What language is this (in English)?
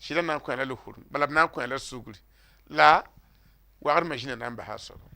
Mossi